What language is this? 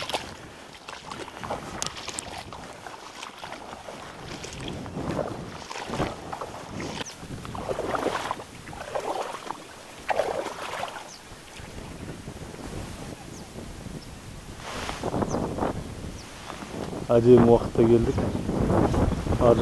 Kazakh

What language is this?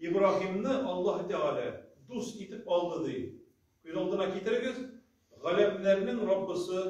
Tatar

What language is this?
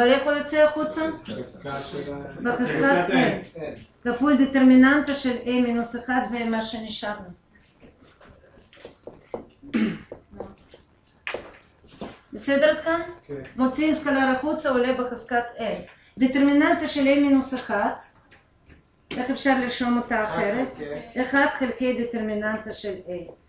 Hebrew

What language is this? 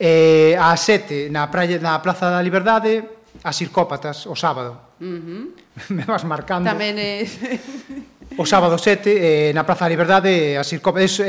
Galician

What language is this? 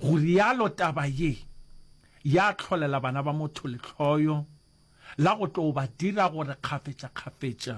Northern Sotho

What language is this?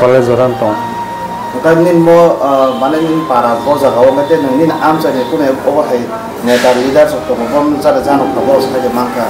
Kok Borok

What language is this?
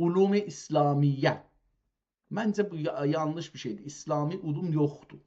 South Azerbaijani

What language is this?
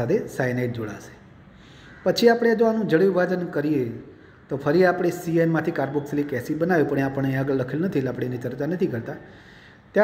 Gujarati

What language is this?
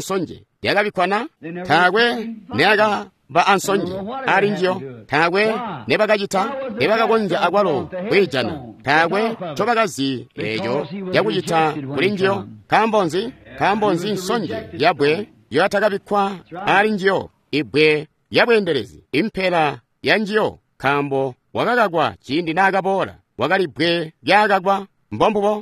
Tonga (Zambia)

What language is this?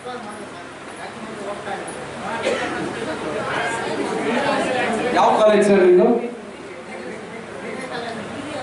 Kannada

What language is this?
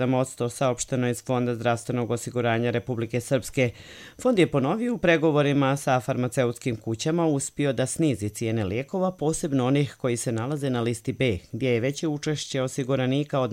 Bosnian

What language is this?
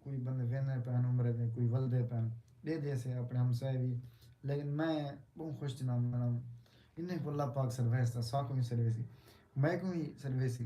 Saraiki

